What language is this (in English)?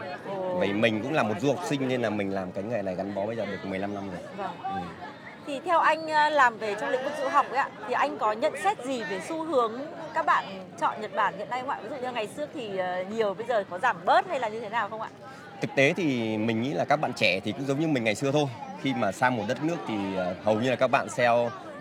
Vietnamese